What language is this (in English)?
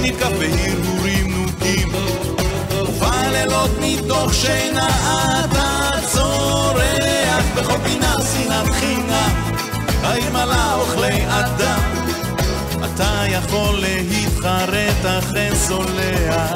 Hebrew